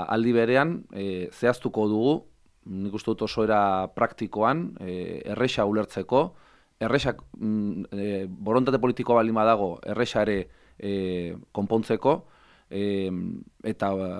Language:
Basque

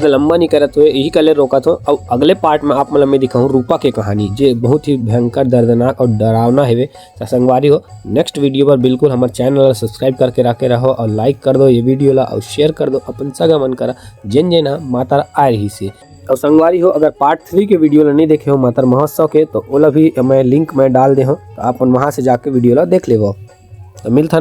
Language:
Chhattisgarhi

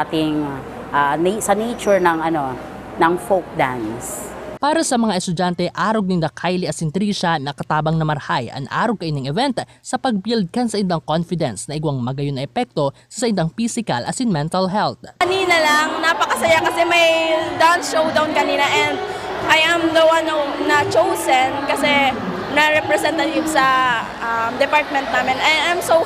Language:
Bikol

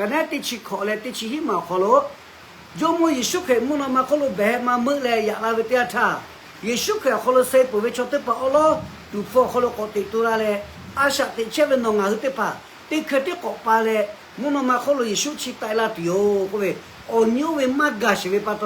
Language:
Lahu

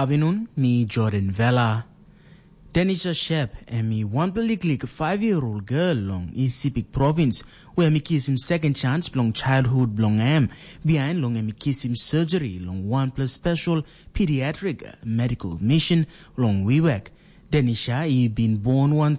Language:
Tok Pisin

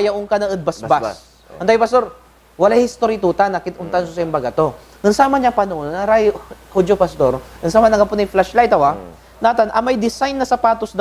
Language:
Pangasinan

